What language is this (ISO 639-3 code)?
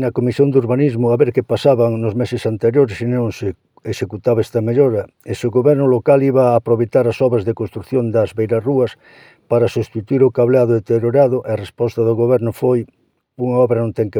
glg